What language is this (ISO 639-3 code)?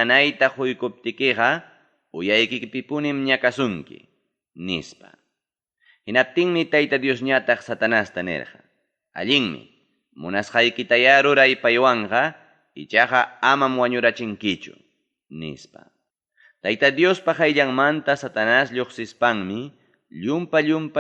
quy